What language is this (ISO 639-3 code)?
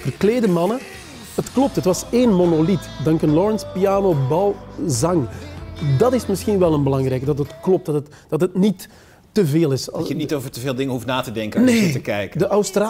nld